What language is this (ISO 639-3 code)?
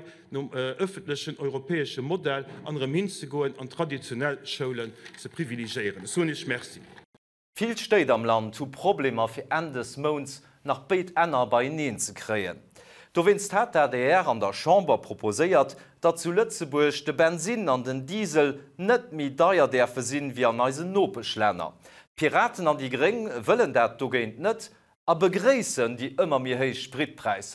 ltz